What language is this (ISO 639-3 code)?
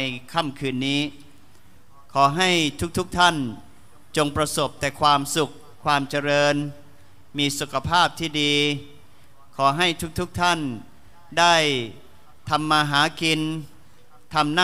tha